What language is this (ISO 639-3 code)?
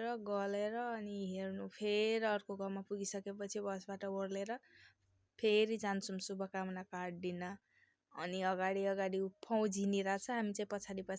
nep